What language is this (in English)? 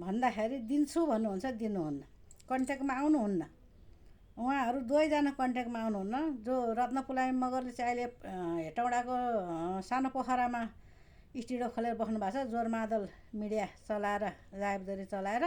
Nepali